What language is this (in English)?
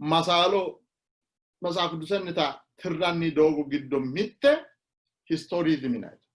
Sidamo